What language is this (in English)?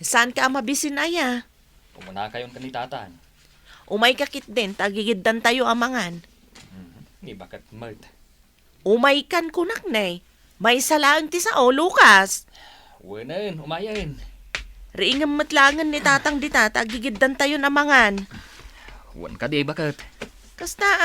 Iloko